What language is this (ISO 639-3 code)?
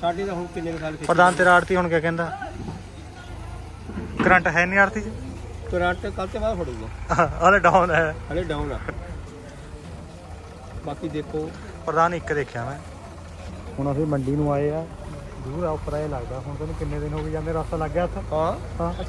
pan